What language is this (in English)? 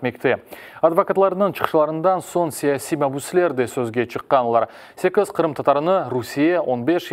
Crimean Tatar